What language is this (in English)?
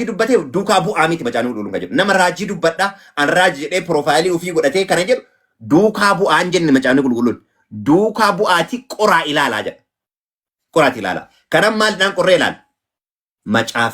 Oromo